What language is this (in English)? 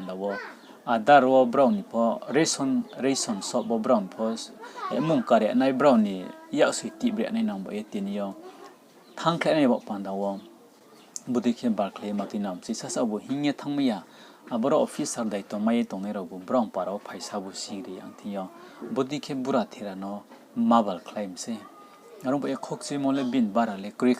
Riang (India)